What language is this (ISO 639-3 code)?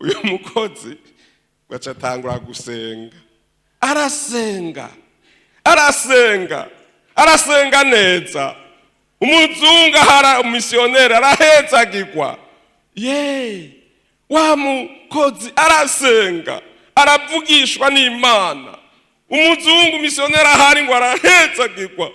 run